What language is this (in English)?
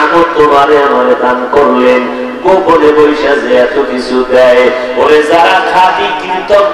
Bangla